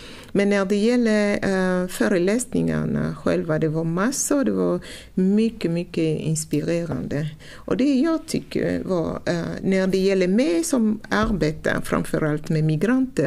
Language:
Swedish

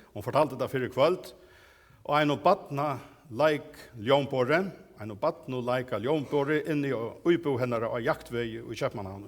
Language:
Faroese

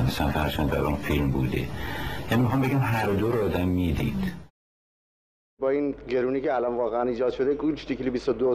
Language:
Persian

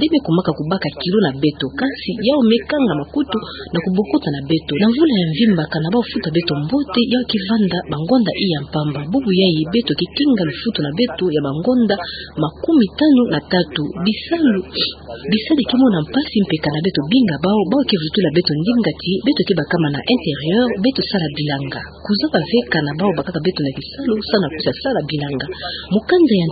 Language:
Kituba (Democratic Republic of Congo)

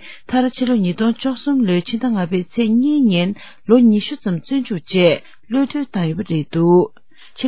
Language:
Tibetan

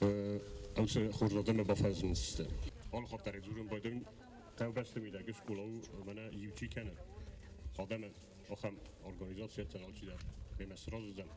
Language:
Ossetic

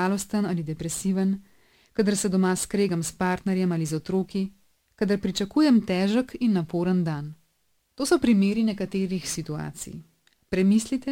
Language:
Slovenian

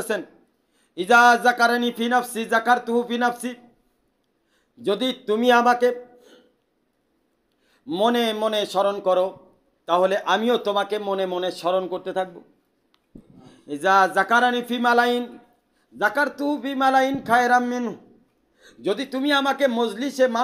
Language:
Bangla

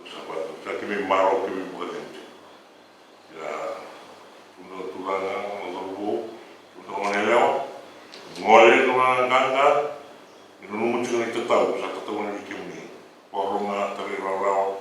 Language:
Fijian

